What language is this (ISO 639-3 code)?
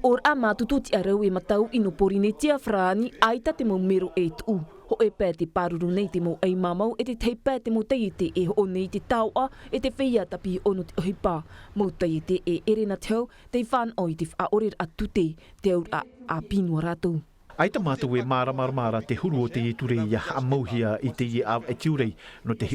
tah